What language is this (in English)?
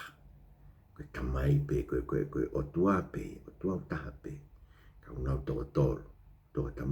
Tongan